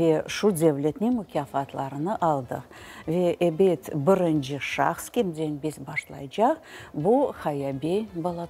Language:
Crimean Tatar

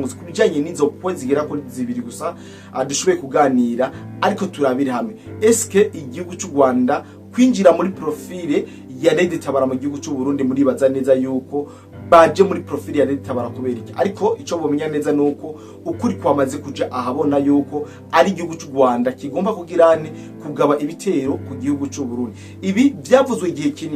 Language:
Rundi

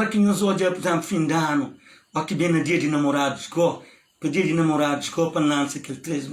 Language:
Kabuverdianu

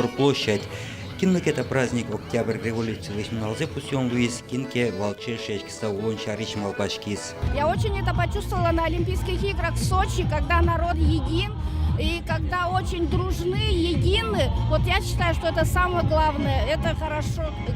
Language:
Udmurt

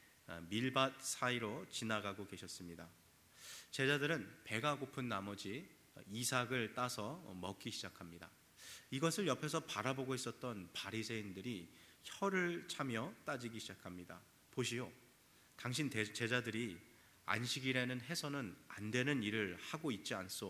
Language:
Korean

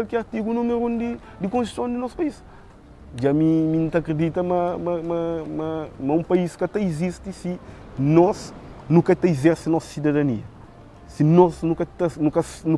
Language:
Kabuverdianu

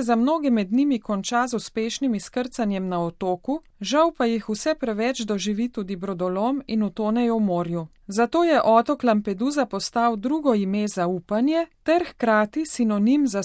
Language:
Slovenian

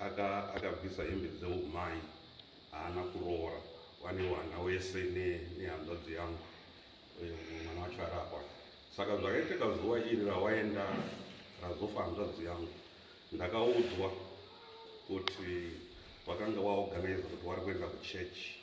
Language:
Shona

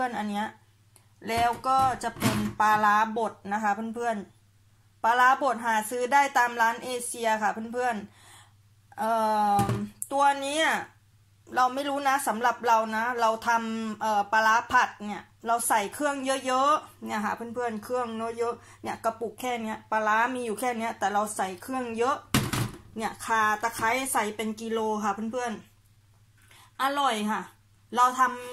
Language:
Thai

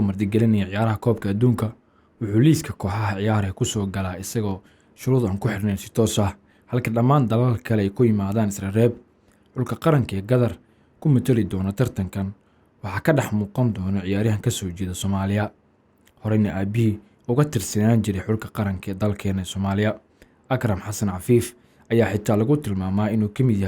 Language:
Somali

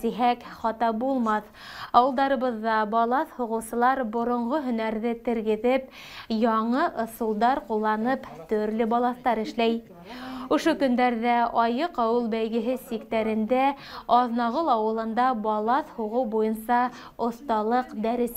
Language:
Bashkir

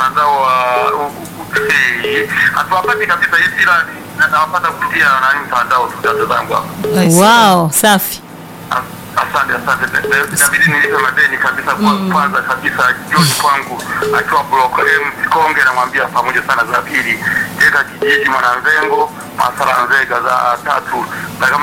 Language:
Swahili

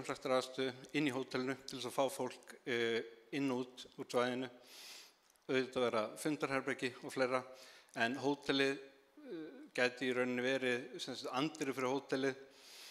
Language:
Icelandic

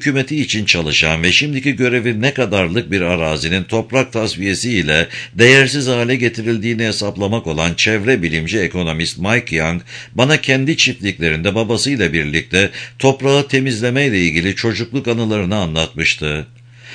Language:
Turkish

